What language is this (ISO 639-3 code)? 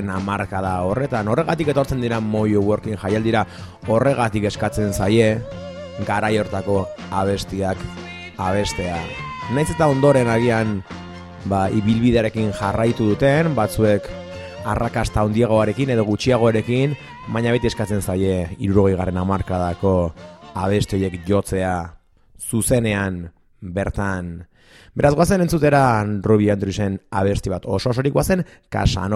eus